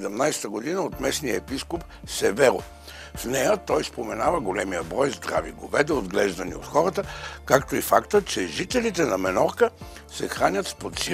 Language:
Bulgarian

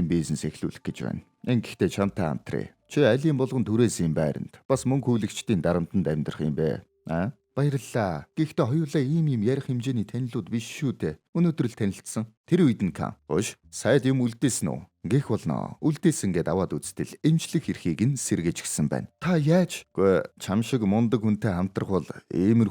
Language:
Mongolian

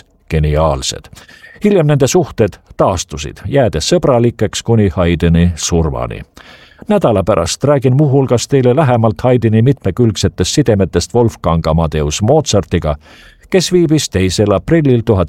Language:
Estonian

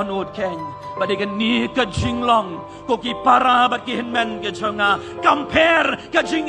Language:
Khasi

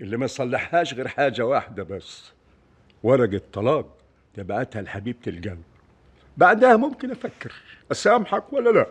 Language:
Egyptian Arabic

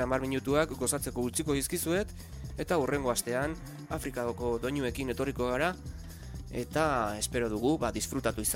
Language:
Basque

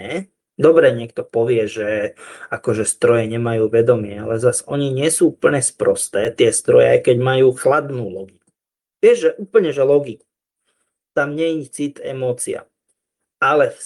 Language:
Slovak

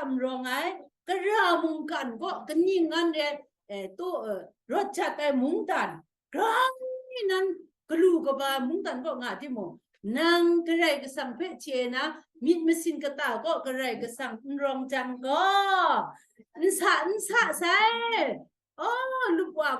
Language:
Kachin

